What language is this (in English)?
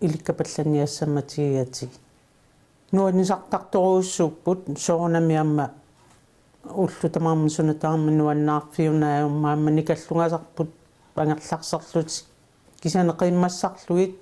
Kalaallisut